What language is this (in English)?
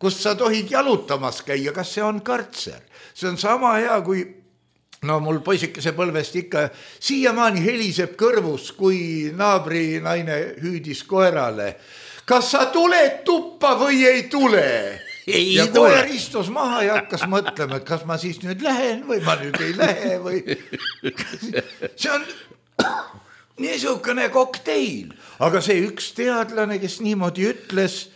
Estonian